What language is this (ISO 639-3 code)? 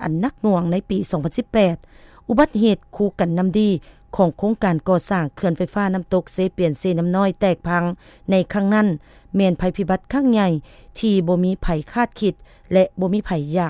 lao